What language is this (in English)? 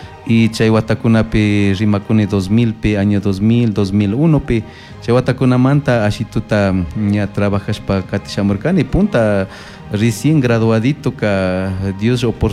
Chimborazo Highland Quichua